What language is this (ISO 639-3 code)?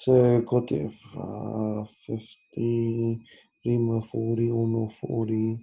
mri